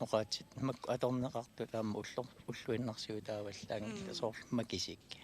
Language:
Kalaallisut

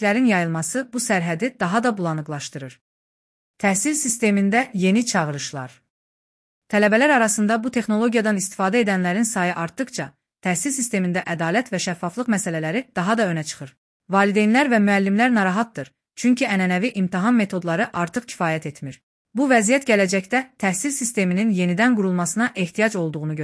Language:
Azerbaijani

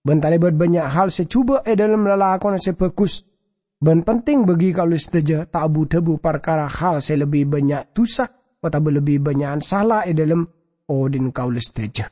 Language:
Madurese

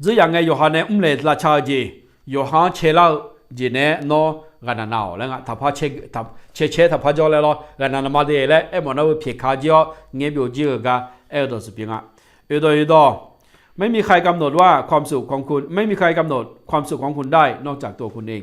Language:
Akha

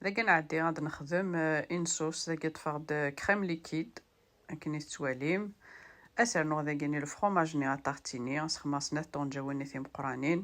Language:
Kabyle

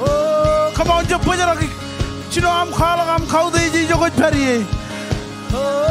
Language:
Marshallese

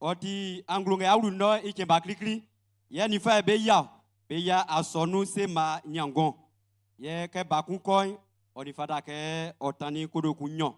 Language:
Baoulé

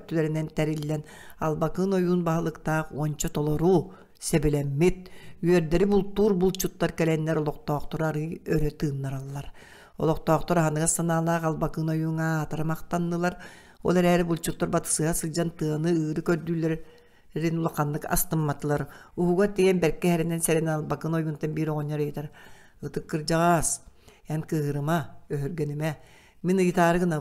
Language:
Yakut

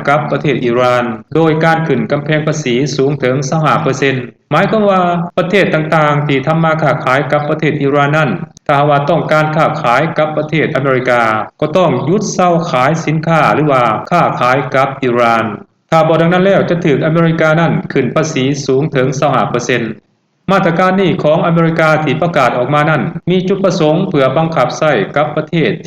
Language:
Lao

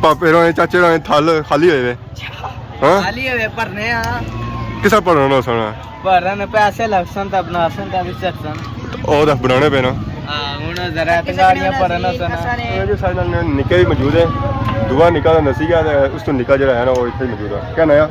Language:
Pahari-Potwari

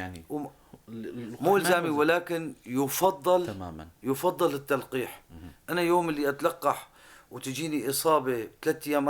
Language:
North Levantine Arabic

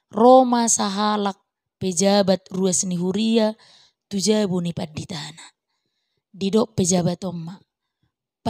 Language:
Batak Toba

